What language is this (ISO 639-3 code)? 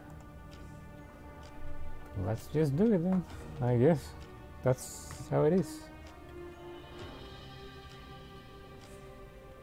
eng